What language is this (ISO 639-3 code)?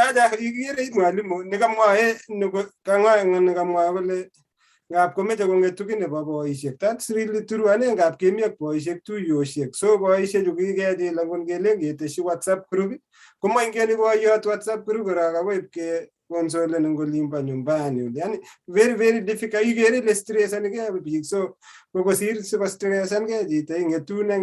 kln